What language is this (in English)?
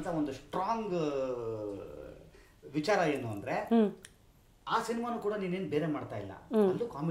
Kannada